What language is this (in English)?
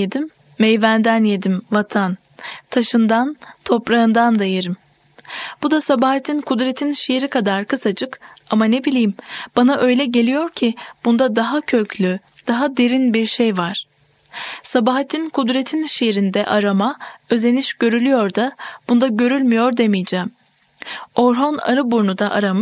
Turkish